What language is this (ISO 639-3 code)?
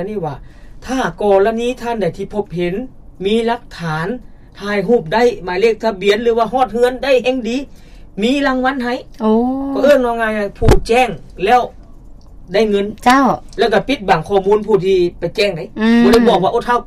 lao